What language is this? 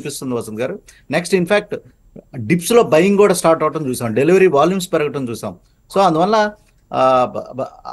Telugu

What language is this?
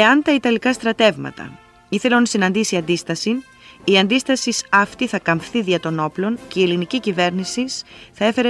Greek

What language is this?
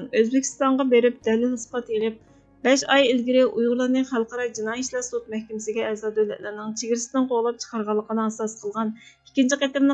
Uyghur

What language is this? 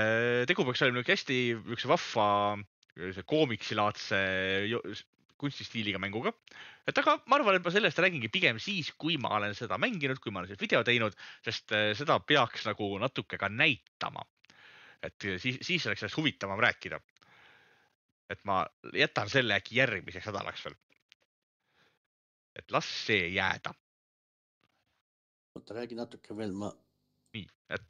Estonian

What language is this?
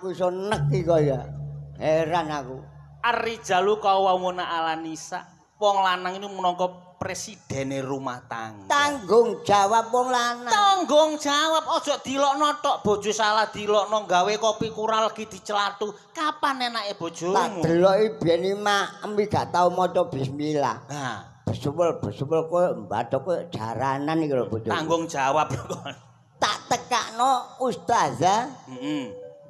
Javanese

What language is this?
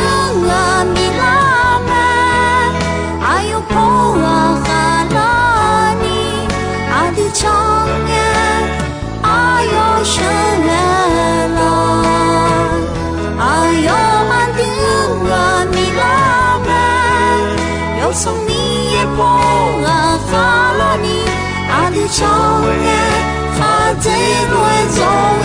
Akha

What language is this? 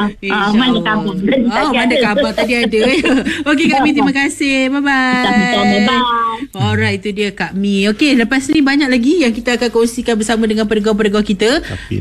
Malay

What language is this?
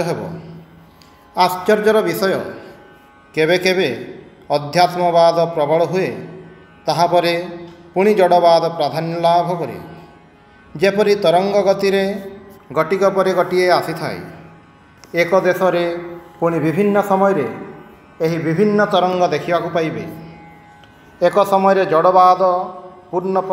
Odia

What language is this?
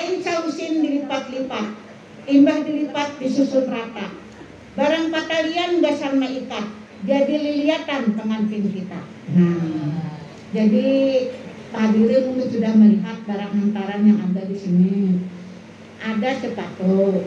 Banjar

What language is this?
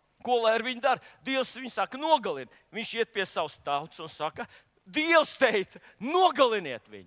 Latvian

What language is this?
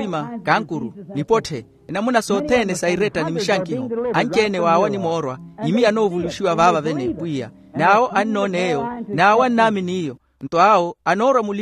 Makhuwa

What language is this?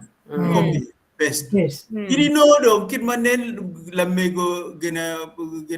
Acoli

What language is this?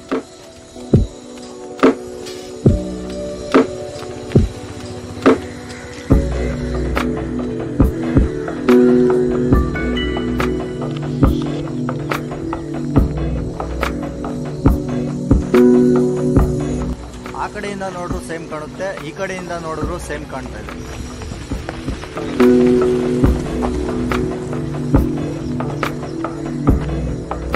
Kannada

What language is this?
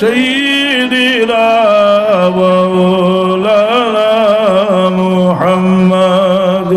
Sylheti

